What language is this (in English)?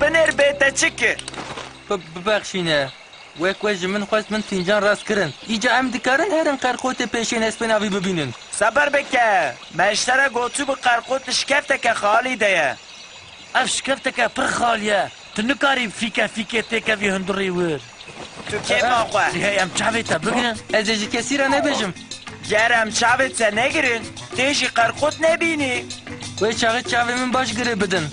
Kurdish